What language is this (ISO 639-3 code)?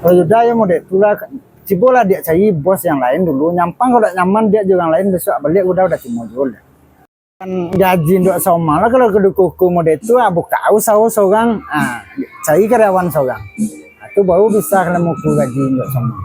min